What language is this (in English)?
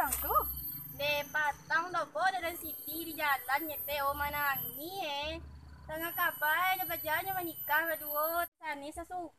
Minangkabau